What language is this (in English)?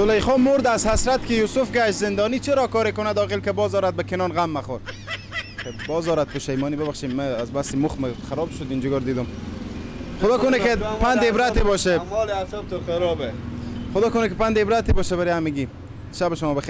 Persian